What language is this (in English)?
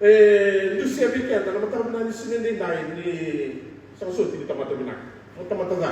Fijian